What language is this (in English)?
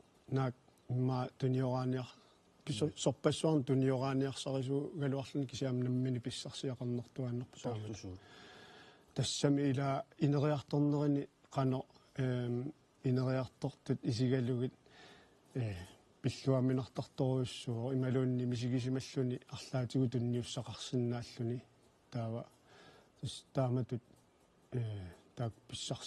Kalaallisut